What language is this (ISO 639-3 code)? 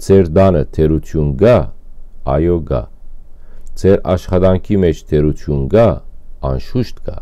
hyw